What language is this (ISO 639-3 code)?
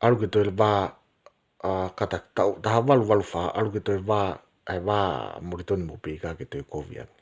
ton